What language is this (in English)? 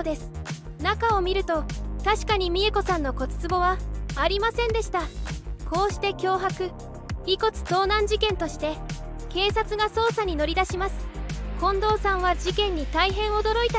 Japanese